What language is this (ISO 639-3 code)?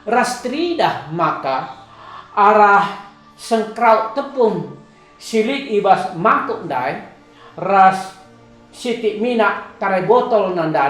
btx